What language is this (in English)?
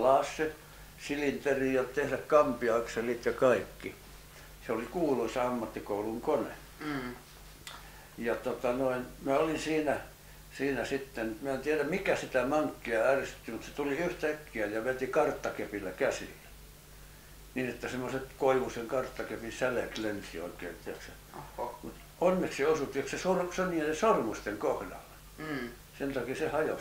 Finnish